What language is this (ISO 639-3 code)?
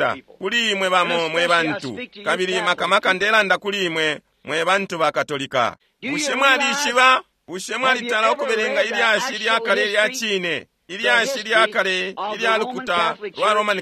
bem